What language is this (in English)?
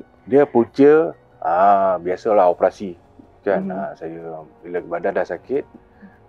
Malay